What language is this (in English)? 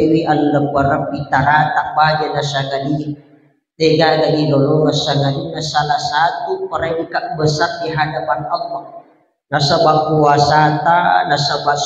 Buginese